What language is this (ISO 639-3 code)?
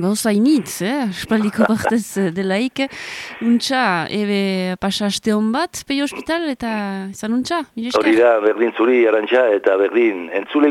eus